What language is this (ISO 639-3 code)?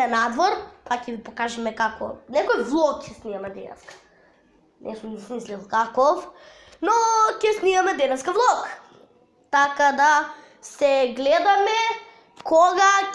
mkd